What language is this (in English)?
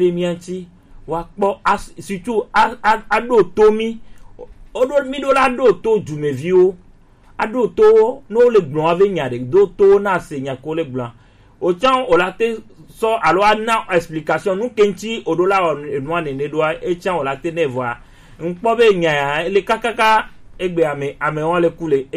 Gen